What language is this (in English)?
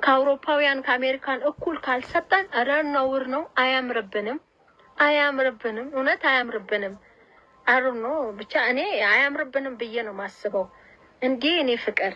Amharic